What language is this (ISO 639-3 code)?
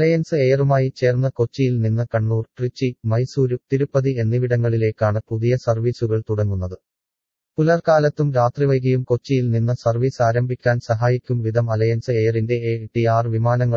mal